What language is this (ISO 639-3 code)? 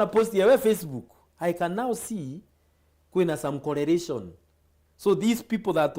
mer